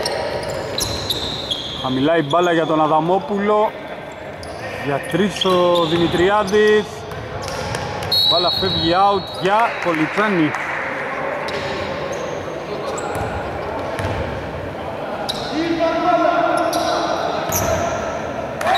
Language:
Greek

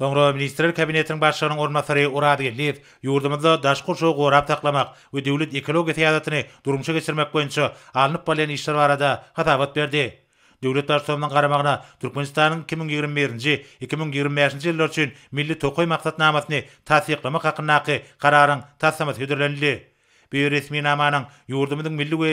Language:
Turkmen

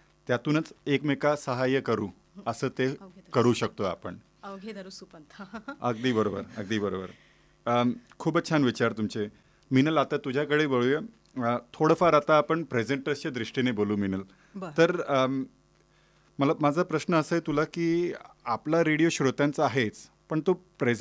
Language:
Marathi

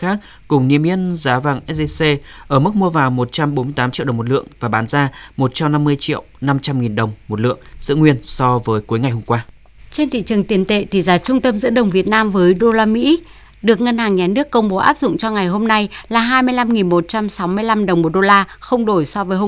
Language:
Vietnamese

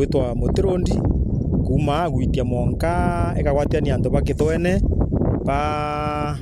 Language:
Meru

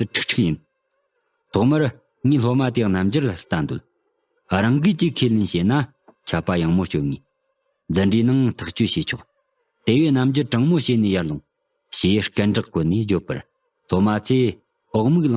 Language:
Tibetan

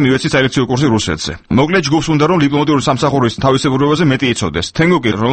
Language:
Georgian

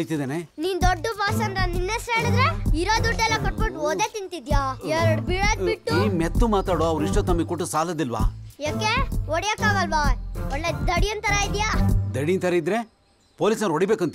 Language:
Kannada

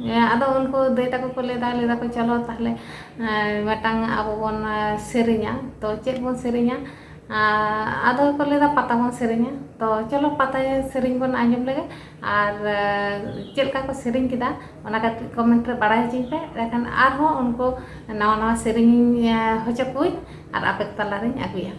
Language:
Santali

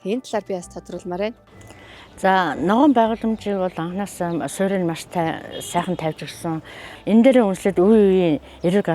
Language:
Mongolian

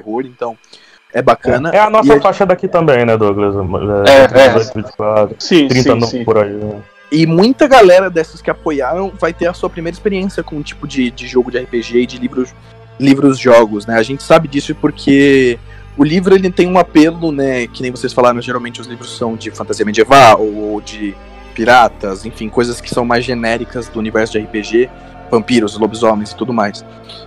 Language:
Portuguese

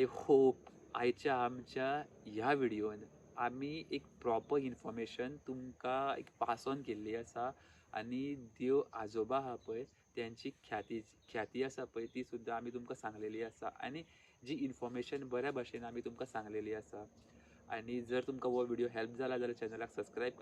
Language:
Konkani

